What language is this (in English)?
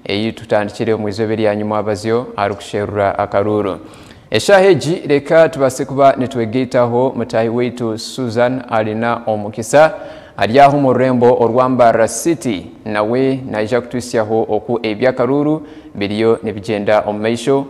Nyankole